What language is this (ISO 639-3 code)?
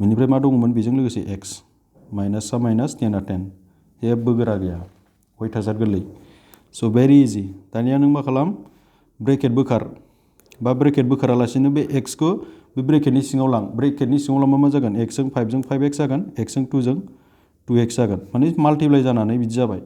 brx